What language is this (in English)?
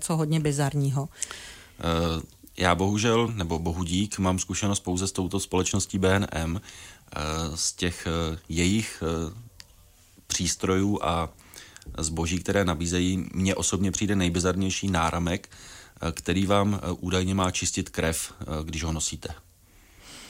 Czech